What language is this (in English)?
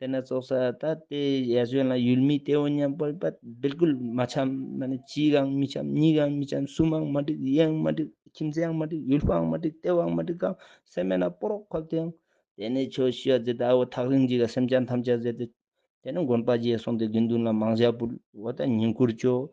Ladakhi